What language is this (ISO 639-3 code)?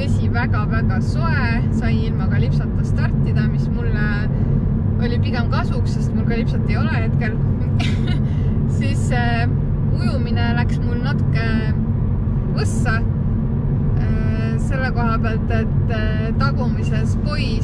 est